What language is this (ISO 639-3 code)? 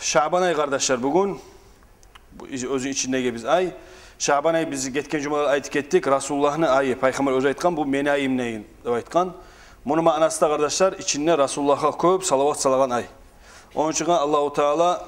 kum